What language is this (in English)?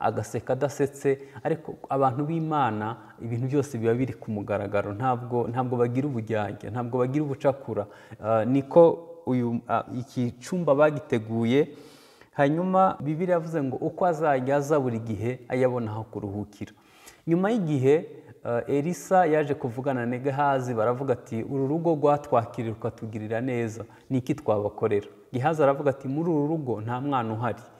Kinyarwanda